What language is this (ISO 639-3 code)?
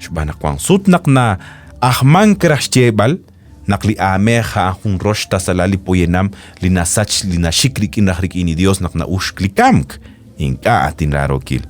kek